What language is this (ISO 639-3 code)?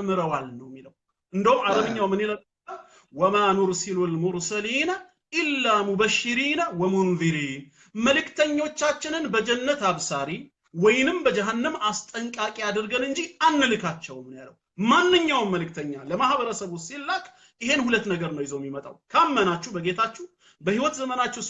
amh